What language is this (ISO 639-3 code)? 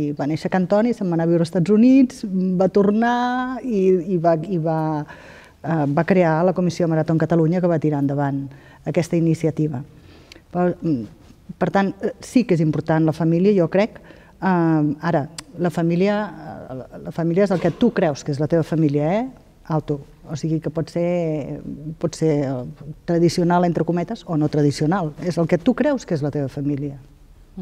cat